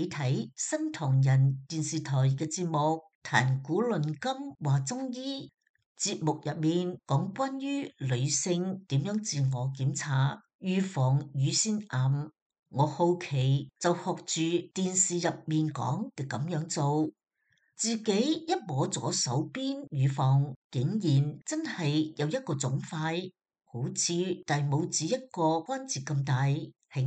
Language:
Cantonese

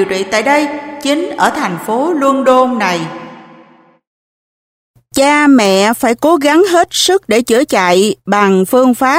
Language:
Vietnamese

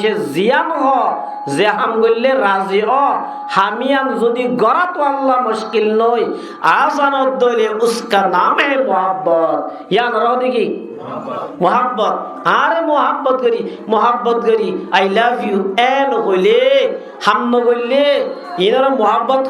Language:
Rohingya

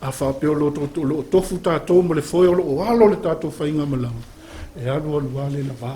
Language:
Samoan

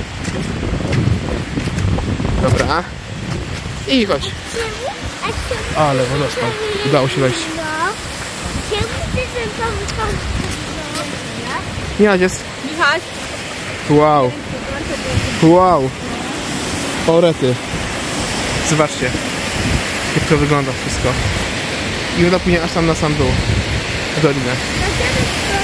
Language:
Polish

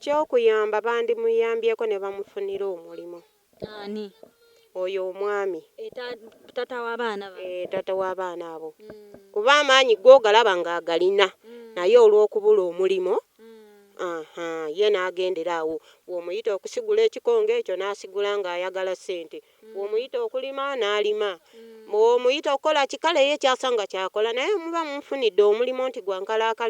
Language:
Ganda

